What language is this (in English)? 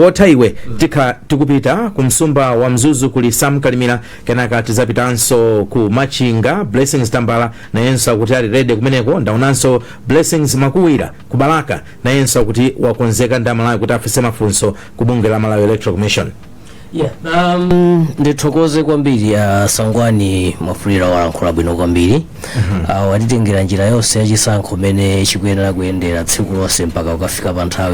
Nyanja